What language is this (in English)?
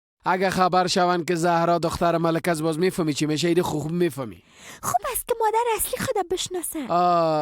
Persian